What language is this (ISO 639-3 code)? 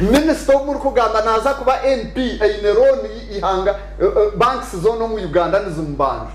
nyn